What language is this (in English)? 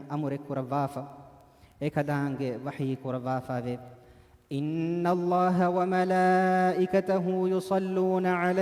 Divehi